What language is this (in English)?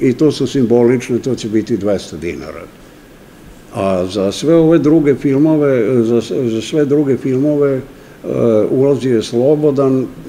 Serbian